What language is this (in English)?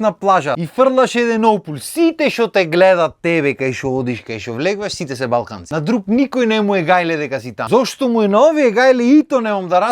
Macedonian